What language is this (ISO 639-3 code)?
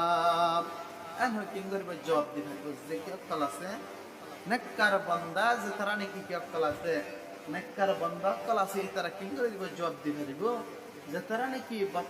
rhg